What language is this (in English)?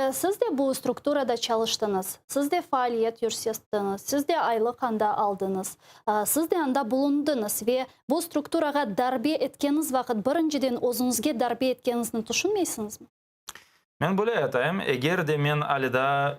Crimean Tatar